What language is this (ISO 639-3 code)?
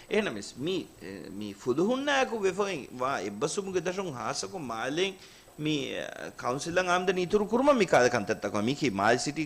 div